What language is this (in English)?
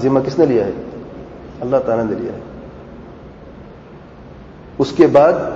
Urdu